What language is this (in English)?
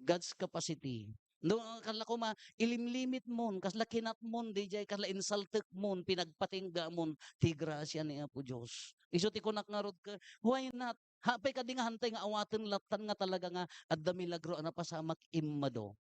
Iloko